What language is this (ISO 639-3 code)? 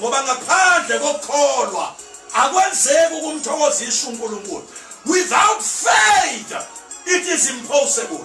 zul